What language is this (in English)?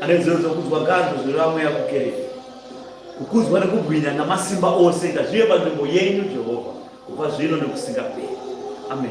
Shona